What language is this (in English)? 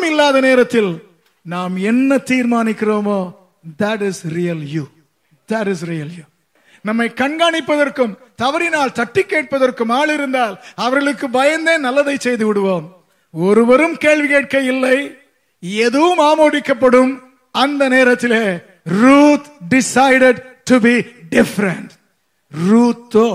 Tamil